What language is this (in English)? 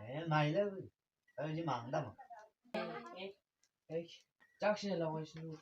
Chang Naga